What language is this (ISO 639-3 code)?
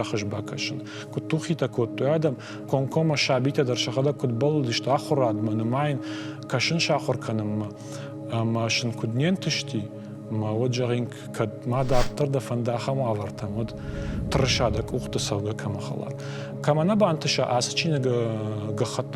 oss